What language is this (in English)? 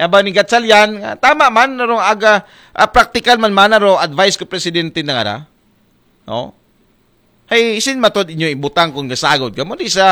Aklanon